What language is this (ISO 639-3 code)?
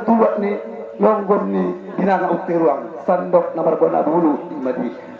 akb